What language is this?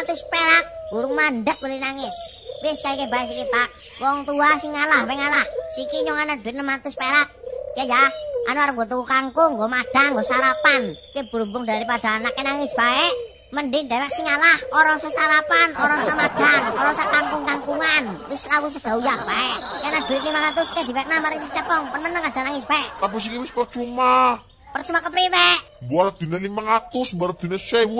Javanese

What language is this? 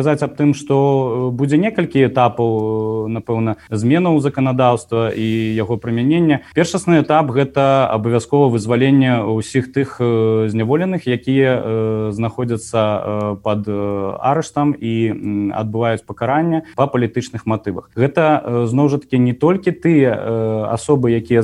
Belarusian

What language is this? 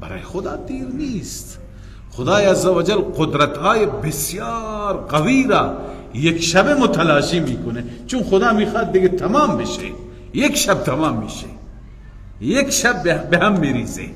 Persian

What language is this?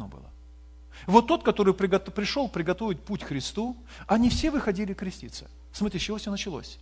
Russian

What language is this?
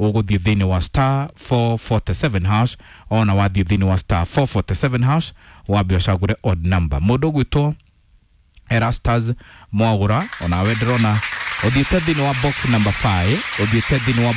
Kikuyu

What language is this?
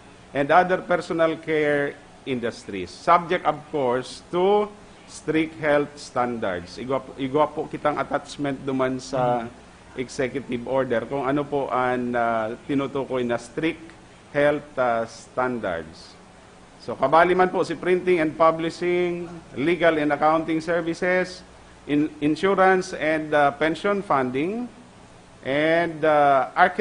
Bikol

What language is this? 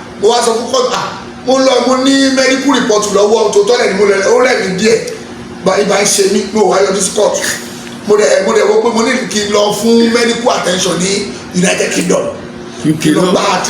Yoruba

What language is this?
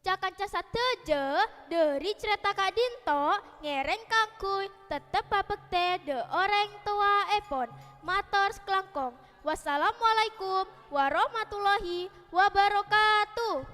Madurese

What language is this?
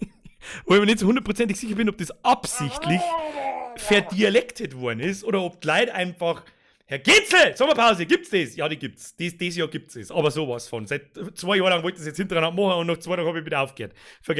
Bavarian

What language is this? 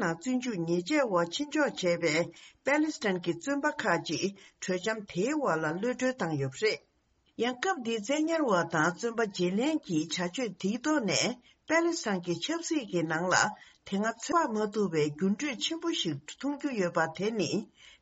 Tibetan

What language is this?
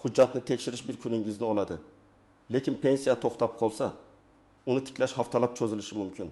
Uzbek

